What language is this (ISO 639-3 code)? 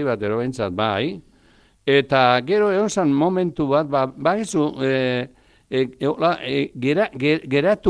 eus